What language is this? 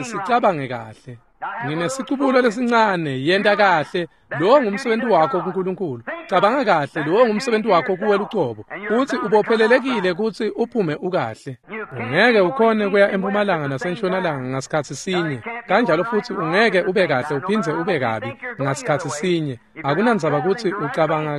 Swati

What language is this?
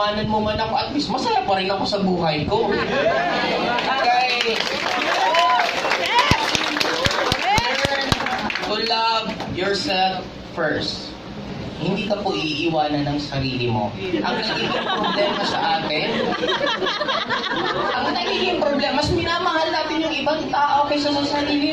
Filipino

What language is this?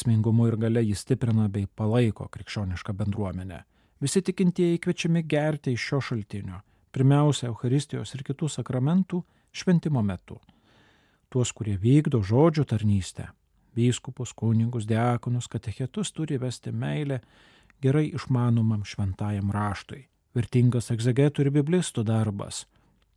Lithuanian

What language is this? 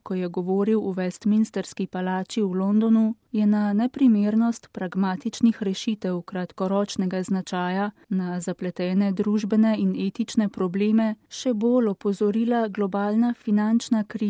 Slovenian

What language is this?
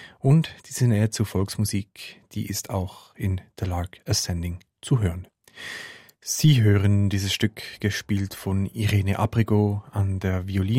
German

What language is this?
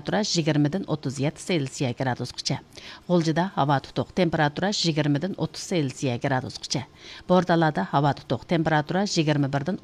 Uyghur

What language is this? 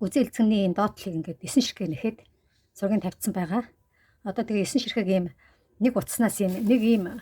Mongolian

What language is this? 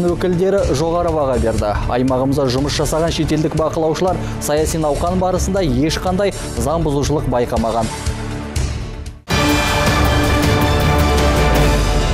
Kazakh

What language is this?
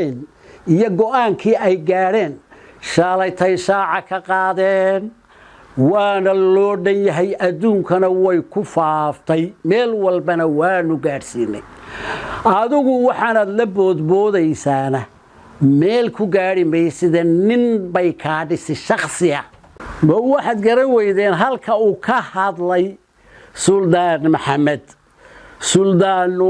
Somali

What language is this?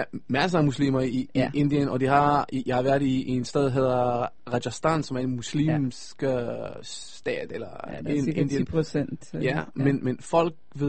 Danish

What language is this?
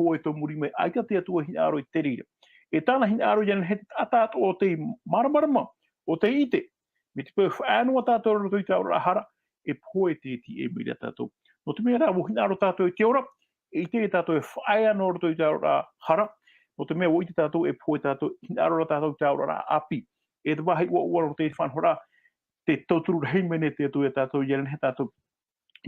Tahitian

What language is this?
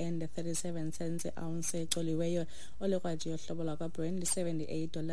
Xhosa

